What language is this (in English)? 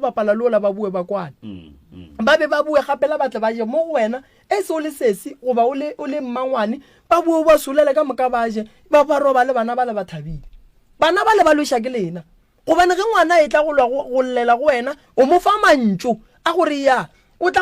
Northern Sotho